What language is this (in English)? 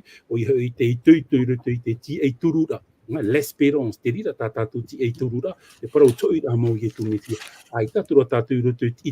Tahitian